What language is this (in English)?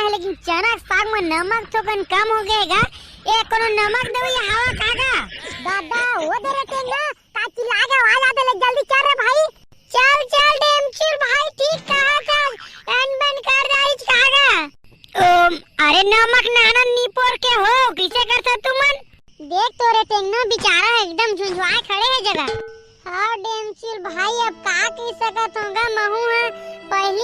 Chhattisgarhi